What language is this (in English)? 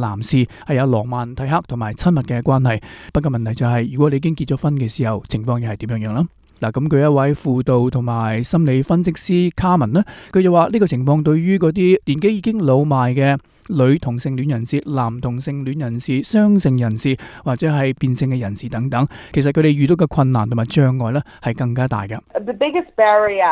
Cantonese